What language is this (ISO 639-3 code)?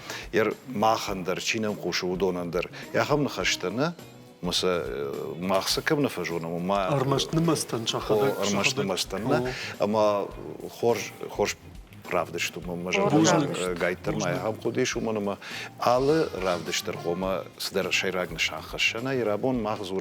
oss